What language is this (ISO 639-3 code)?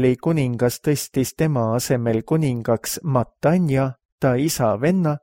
est